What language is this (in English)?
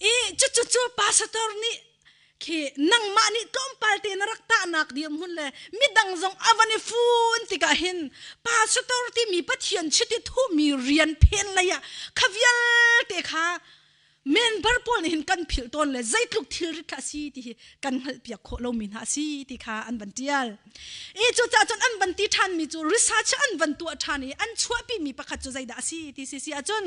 Hakha Chin